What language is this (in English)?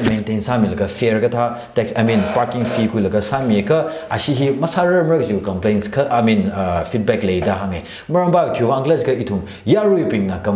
Tangkhul Naga (India)